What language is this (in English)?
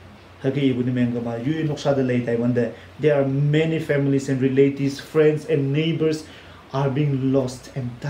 Konyak Naga